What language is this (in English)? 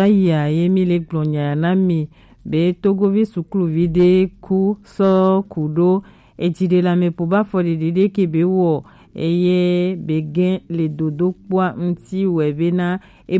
Gen